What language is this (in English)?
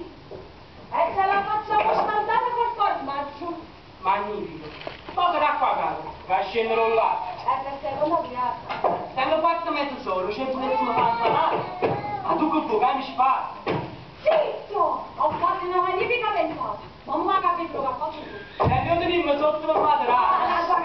Neapolitan